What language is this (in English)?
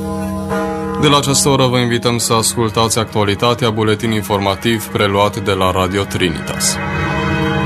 Romanian